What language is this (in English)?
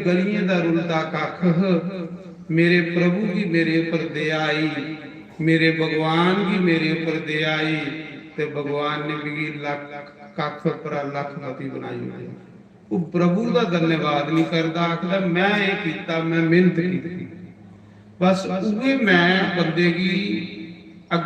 Dogri